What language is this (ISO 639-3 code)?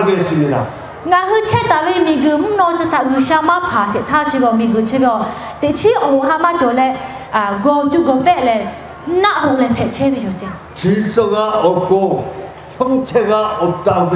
lhu